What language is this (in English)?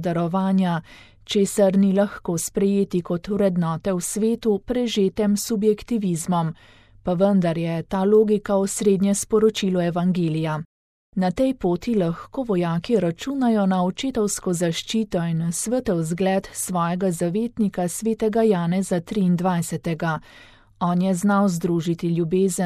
Slovenian